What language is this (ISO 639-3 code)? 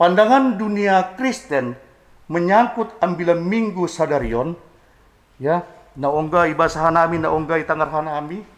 bts